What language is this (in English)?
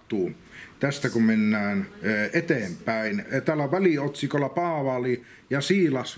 Finnish